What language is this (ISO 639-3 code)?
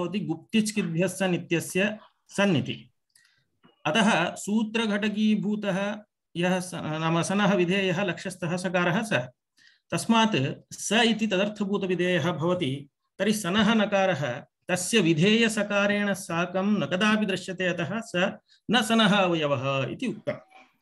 san